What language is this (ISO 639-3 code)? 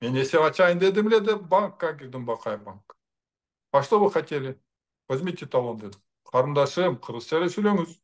kir